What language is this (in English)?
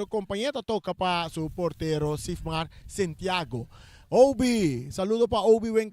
Papiamento